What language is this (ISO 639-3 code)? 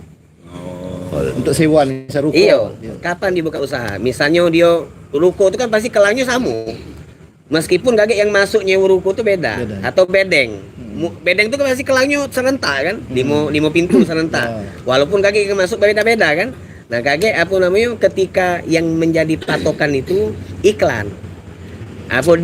mui